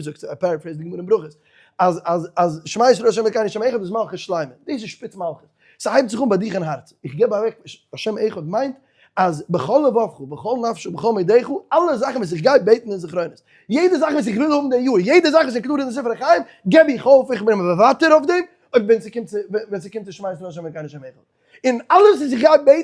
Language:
Yiddish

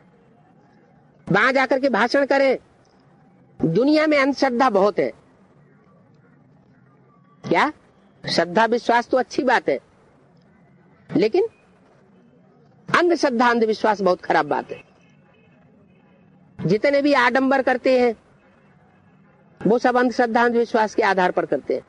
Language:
Hindi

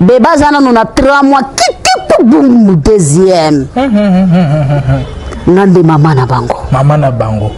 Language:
Lingala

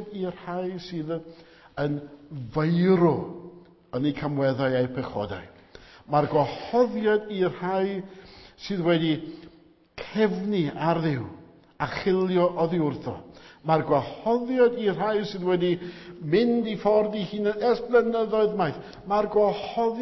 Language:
Welsh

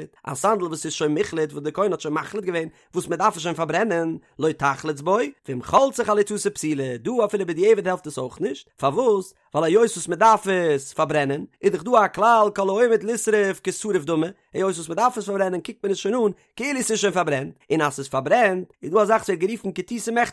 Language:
Yiddish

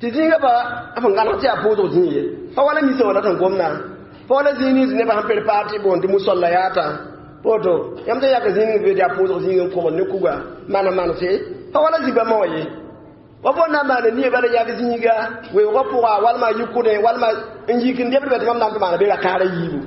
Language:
Mossi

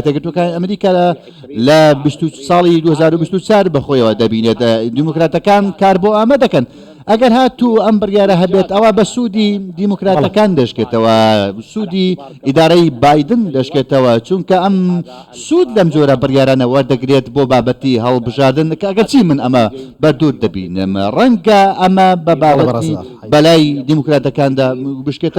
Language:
Central Kurdish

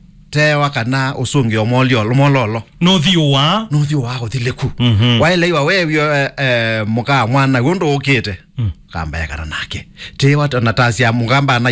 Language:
Kamba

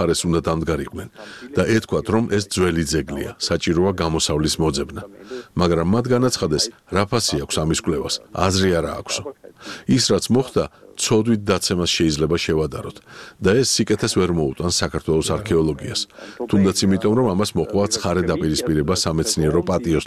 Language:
Georgian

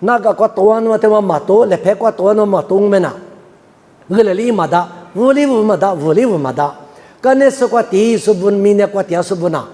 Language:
Lisu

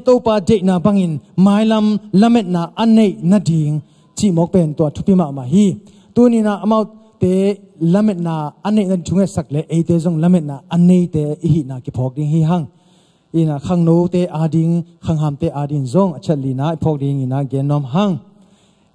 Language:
Tedim Chin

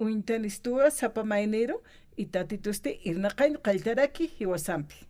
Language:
Aymara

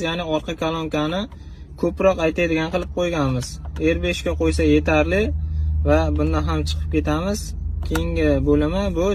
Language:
Uzbek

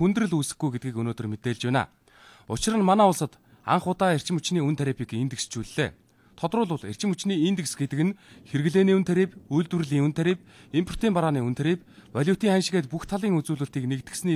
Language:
Mongolian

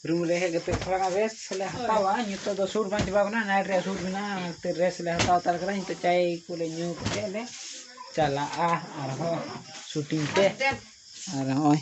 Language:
Santali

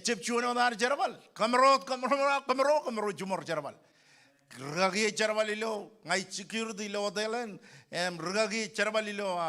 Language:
Marshallese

